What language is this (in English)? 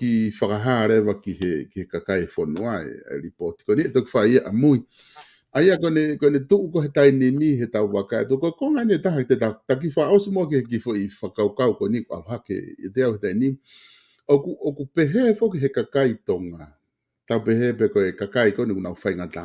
Tongan